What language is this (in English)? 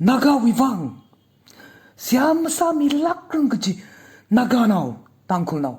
Tangkhul Naga (India)